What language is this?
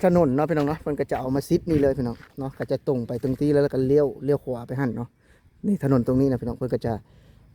Lao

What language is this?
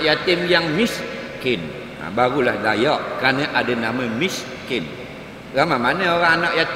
Malay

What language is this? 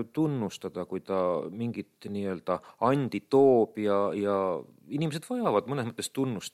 Estonian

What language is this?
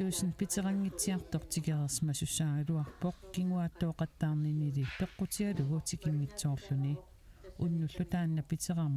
Kalaallisut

